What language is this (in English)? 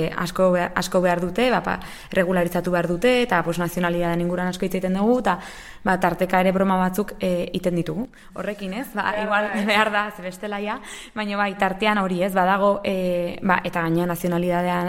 Basque